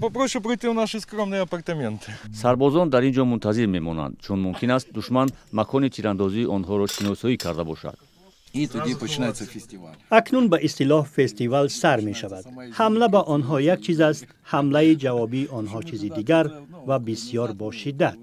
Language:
Tajik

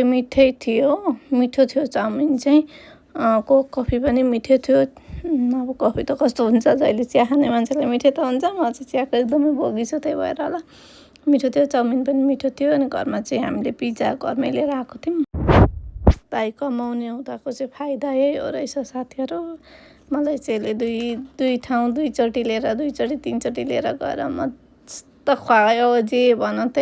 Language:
Nepali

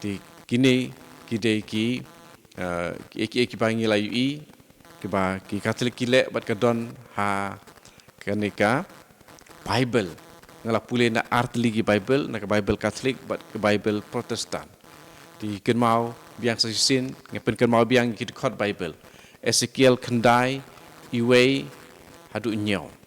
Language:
Khasi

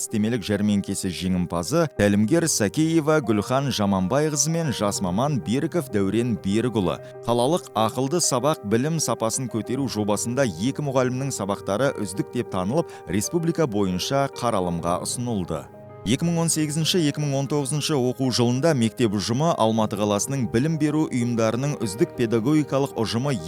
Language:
Kazakh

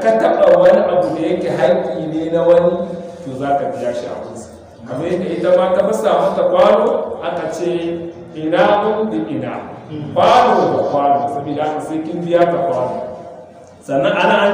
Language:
Hausa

